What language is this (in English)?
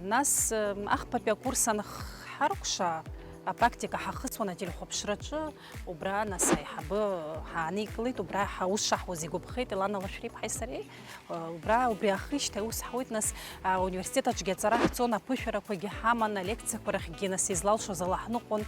Abkhazian